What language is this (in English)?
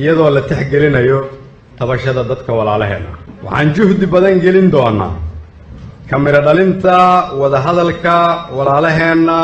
Somali